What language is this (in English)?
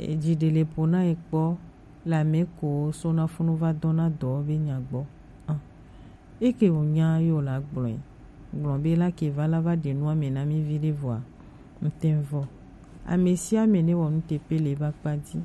Gen